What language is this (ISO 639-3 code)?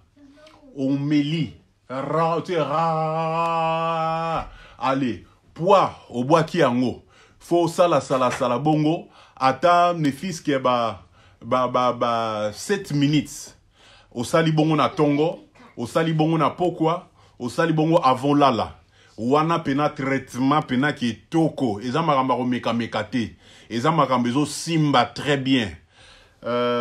lin